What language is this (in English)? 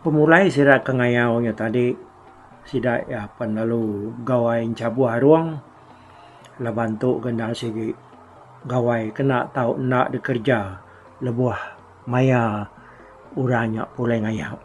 Iban